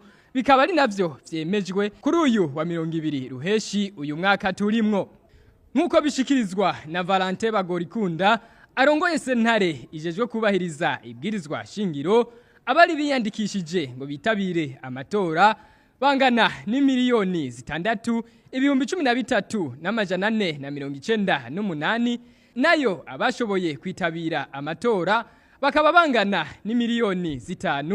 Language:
Rundi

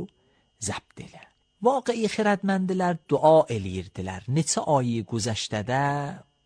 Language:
Azerbaijani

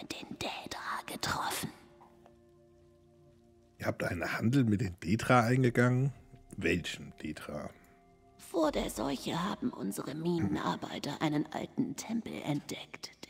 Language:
German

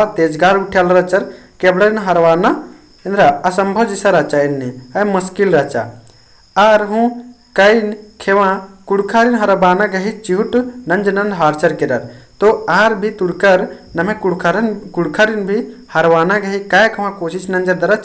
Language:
Kurukh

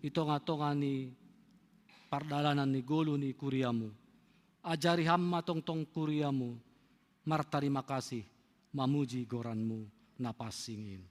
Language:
Batak Simalungun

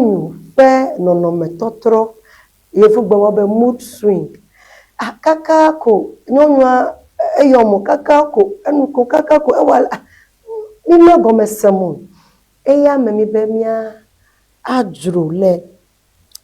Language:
Ewe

